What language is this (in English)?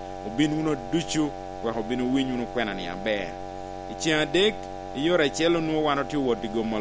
Lango (Uganda)